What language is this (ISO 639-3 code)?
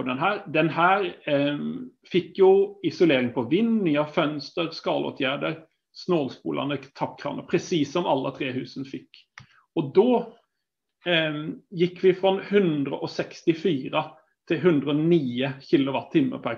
swe